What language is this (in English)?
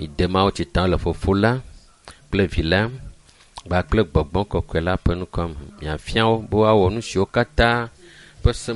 Ewe